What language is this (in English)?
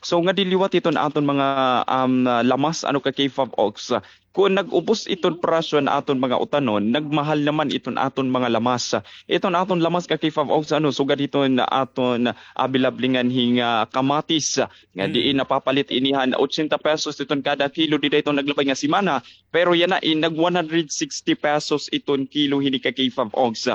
Waray